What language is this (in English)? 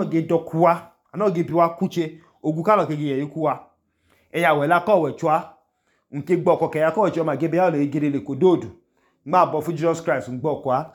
Idoma